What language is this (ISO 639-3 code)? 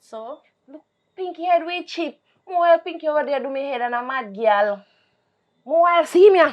jam